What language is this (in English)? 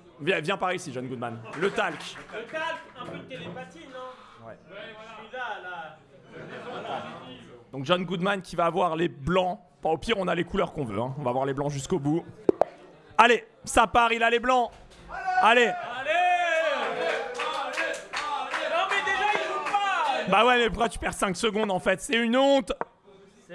French